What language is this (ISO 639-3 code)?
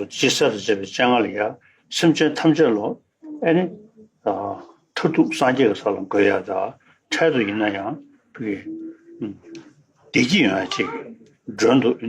bod